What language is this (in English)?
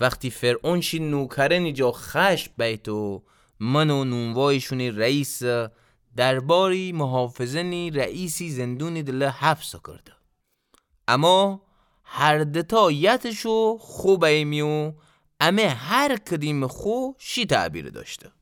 Gilaki